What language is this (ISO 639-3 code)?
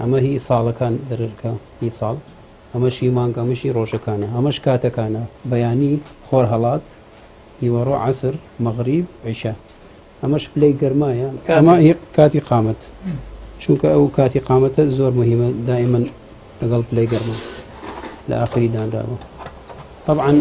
ckb